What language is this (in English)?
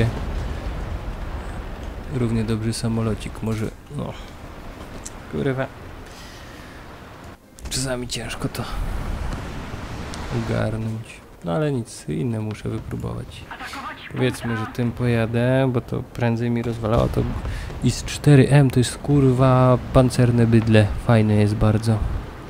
Polish